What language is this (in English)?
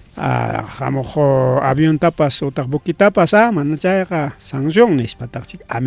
Ayacucho Quechua